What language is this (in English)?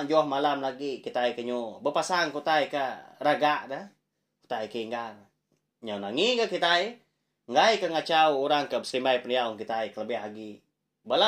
Iban